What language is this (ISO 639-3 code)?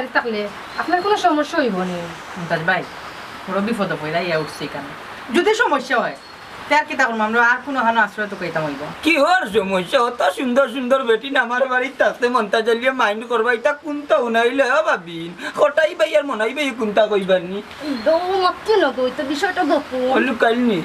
syl